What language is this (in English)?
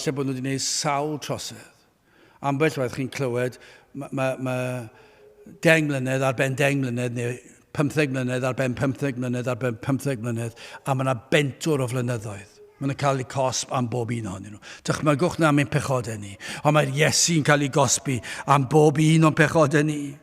Welsh